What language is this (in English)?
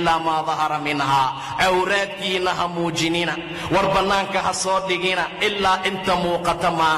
Somali